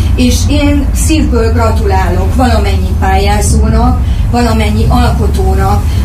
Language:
Hungarian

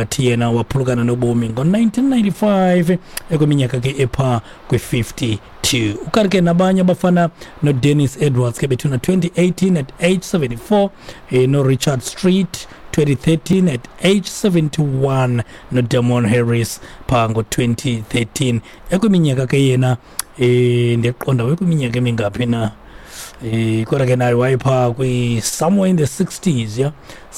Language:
Xhosa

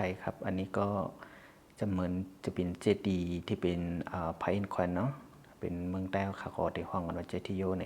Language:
Shan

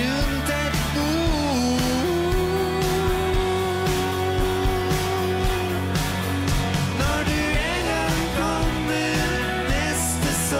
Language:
Norwegian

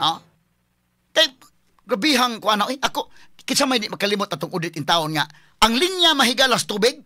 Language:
Cebuano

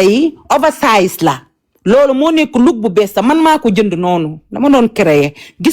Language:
Wolof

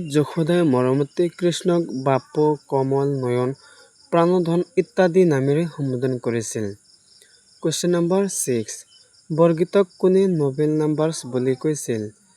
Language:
Assamese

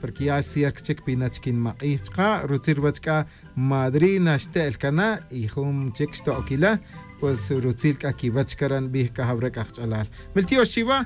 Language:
Tz'utujil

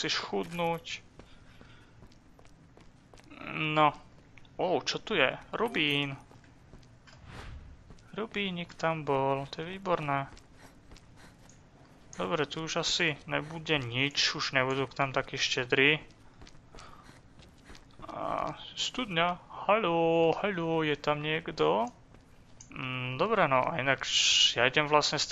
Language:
Slovak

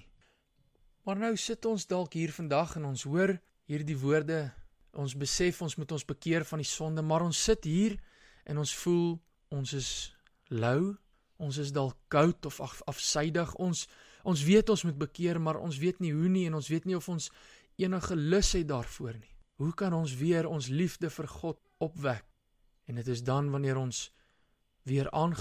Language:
Afrikaans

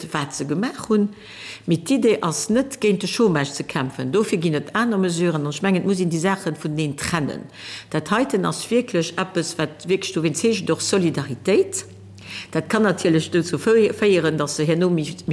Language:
Luxembourgish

